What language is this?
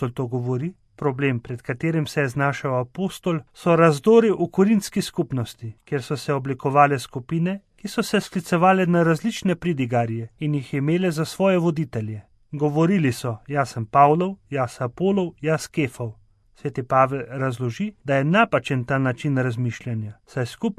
Slovenian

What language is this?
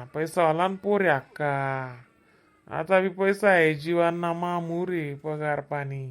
Khandesi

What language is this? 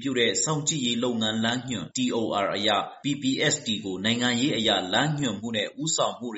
Burmese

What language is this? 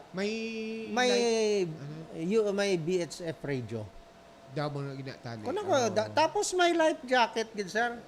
Hiligaynon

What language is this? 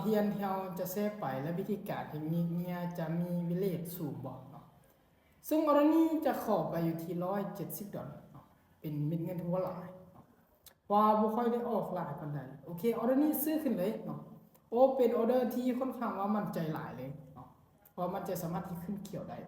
Lao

